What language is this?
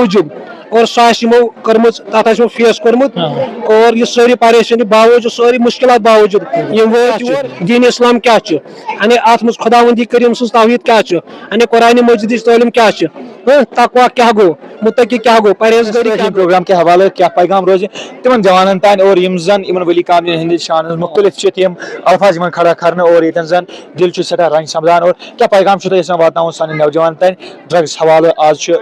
Kashmiri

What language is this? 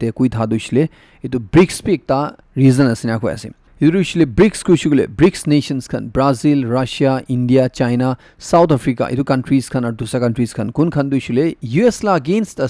Naga Pidgin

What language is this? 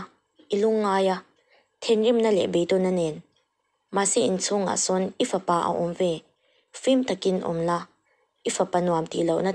Mizo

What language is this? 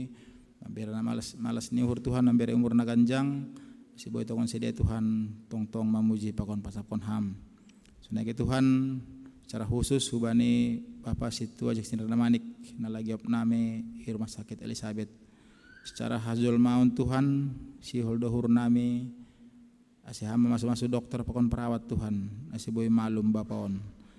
Batak Simalungun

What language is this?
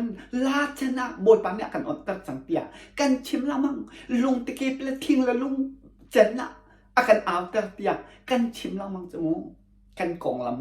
Hakha Chin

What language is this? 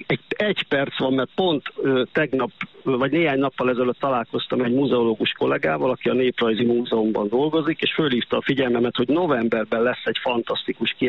Hungarian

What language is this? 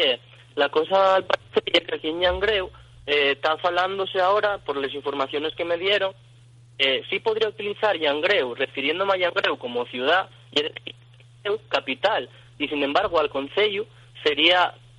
Asturian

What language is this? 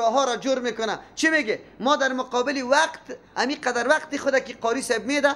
Persian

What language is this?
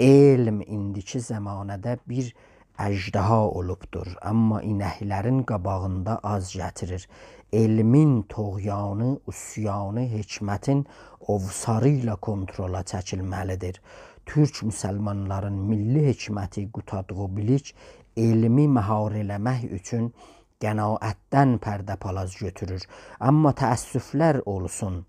South Azerbaijani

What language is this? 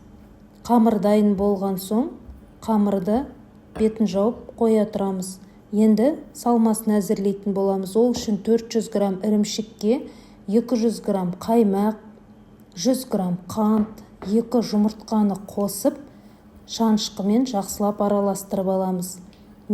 Kazakh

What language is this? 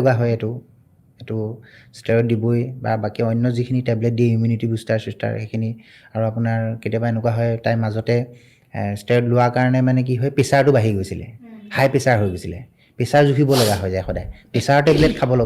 Assamese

